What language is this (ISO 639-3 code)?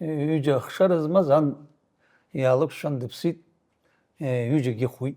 abk